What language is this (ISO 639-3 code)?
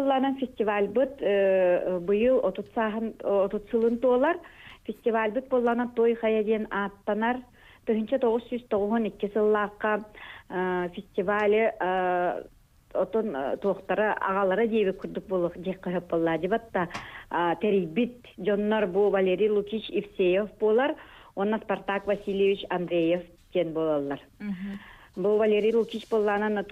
sah